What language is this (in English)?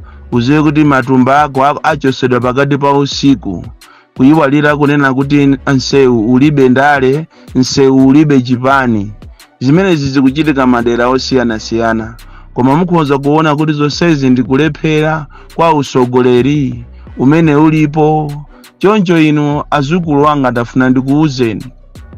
Nyanja